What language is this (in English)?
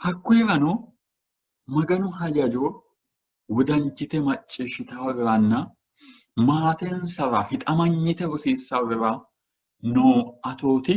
Sidamo